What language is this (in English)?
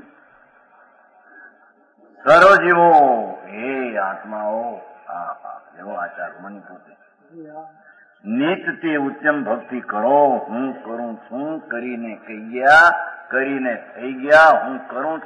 Gujarati